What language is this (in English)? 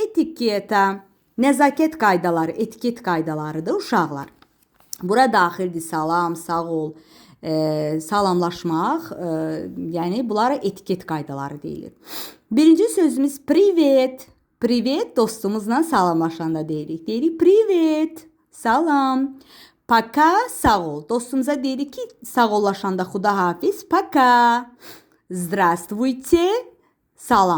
Azerbaijani